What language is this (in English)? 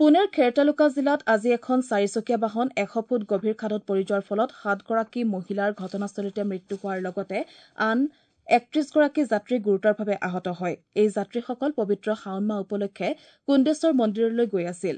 Assamese